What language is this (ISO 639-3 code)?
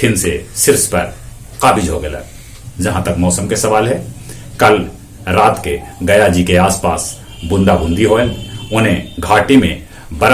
mag